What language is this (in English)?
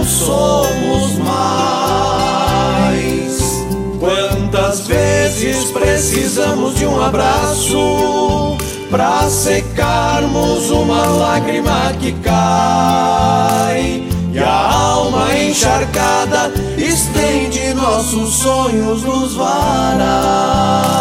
Portuguese